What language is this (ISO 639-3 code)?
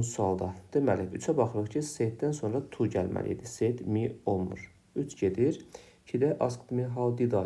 aze